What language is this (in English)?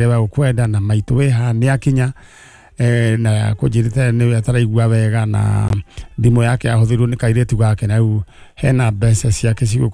Kikuyu